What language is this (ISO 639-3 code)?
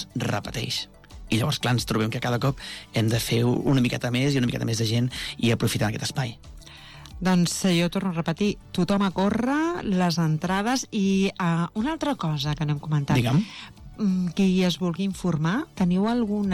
cat